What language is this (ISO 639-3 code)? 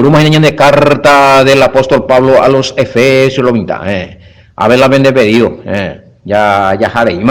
grn